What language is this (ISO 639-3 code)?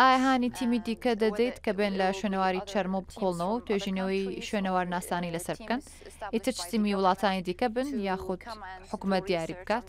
ckb